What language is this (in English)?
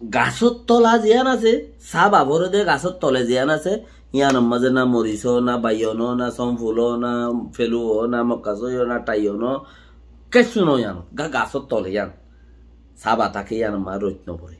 Rohingya